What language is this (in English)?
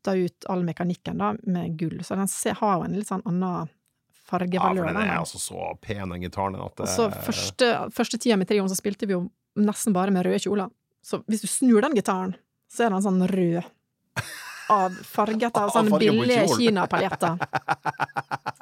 Norwegian